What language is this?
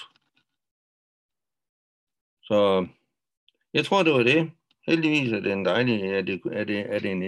Danish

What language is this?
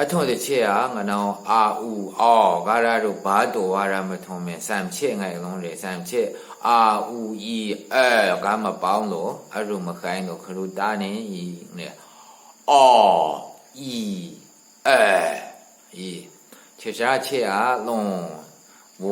Maru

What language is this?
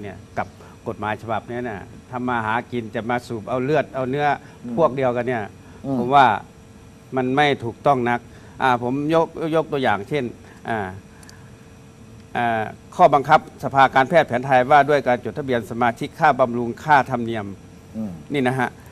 Thai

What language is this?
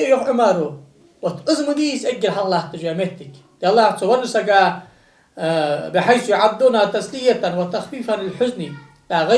Ingush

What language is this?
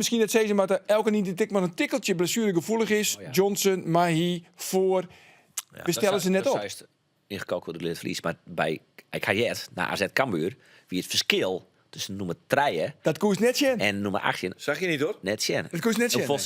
Western Frisian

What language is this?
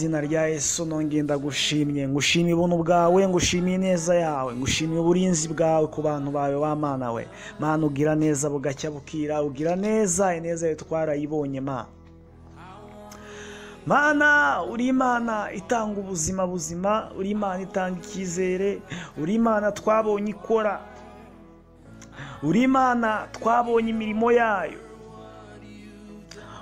Kinyarwanda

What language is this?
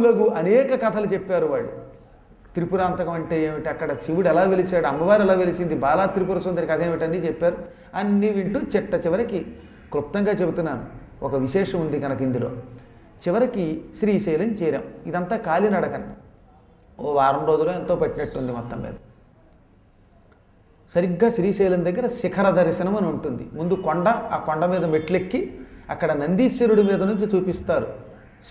Telugu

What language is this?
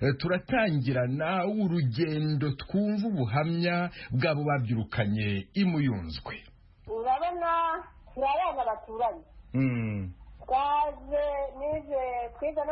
Kinyarwanda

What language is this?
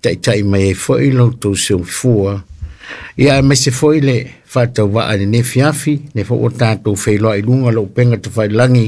Samoan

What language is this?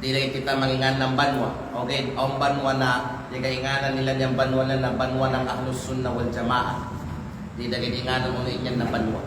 Kalagan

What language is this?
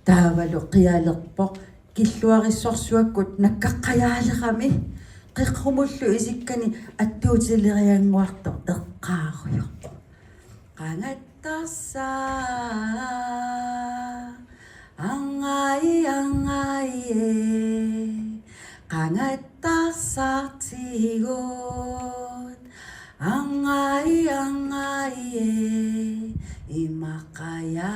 Kalaallisut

